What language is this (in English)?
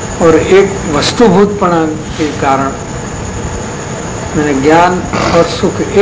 Hindi